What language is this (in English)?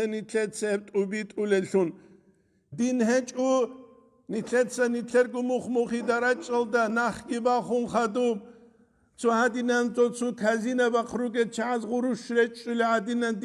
Avaric